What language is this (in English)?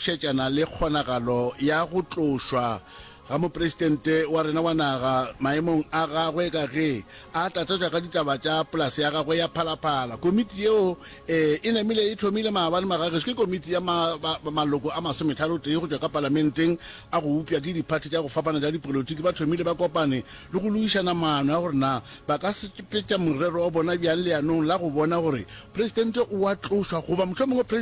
Northern Sotho